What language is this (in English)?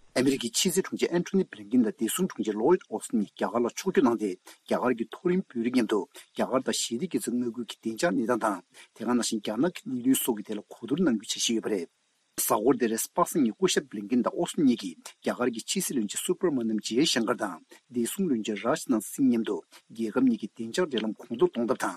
Tibetan